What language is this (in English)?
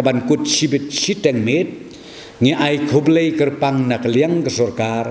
Khasi